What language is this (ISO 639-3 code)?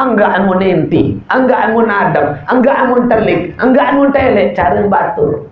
sas